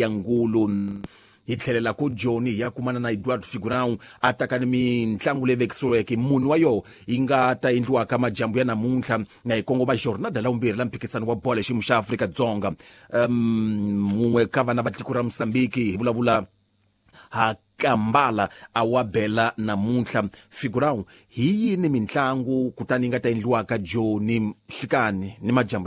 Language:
Tsonga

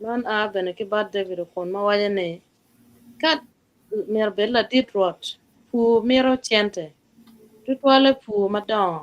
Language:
Acoli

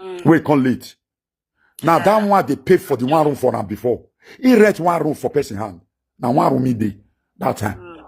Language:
Nigerian Pidgin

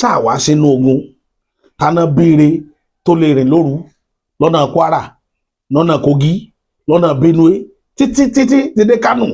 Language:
Yoruba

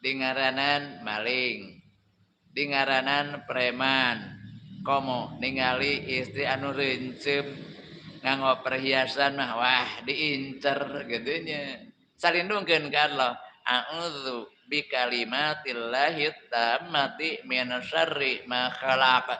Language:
Sundanese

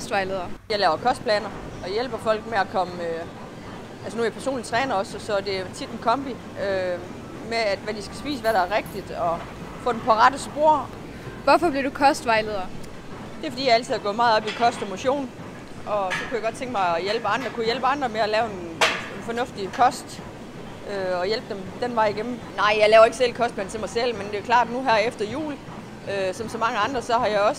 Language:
Danish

